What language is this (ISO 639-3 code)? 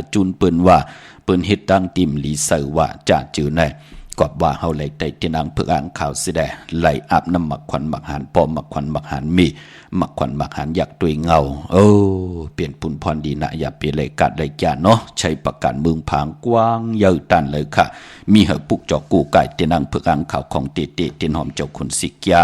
shn